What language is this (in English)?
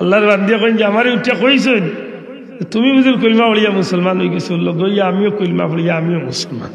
Sylheti